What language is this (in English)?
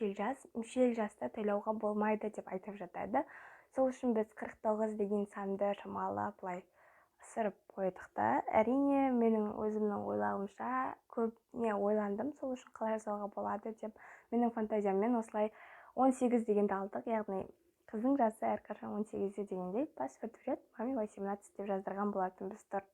Kazakh